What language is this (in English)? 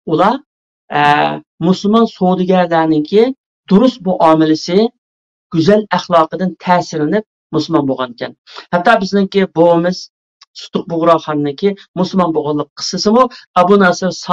Uyghur